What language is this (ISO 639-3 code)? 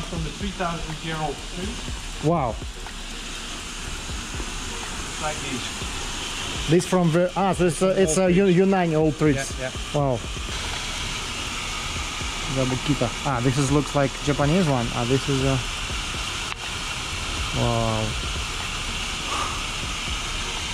eng